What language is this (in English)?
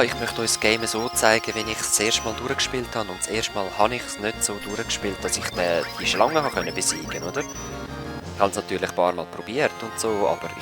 Swiss German